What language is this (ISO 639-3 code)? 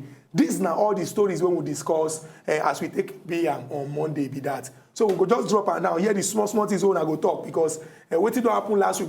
pcm